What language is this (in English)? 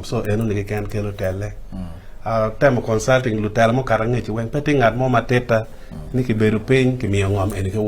Acoli